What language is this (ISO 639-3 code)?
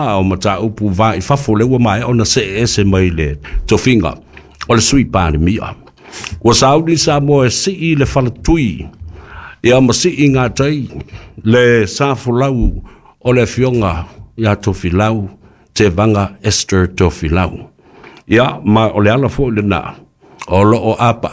smo